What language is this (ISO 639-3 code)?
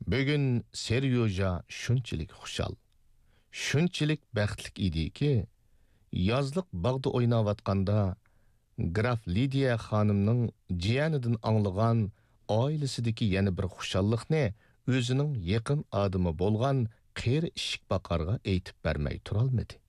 uig